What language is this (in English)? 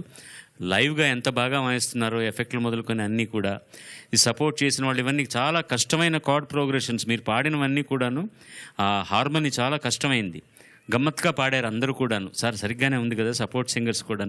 Telugu